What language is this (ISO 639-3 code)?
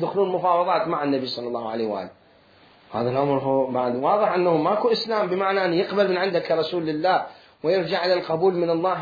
acm